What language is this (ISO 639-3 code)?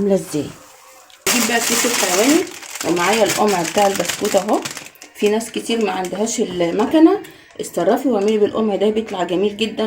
arz